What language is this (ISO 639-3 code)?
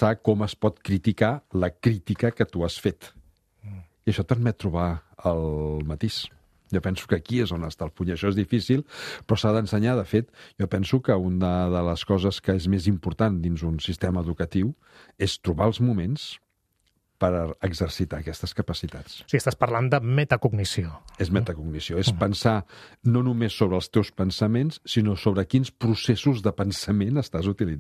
cat